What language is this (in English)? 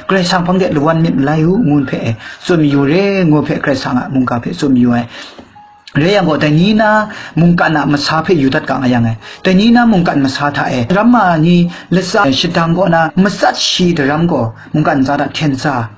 Kachin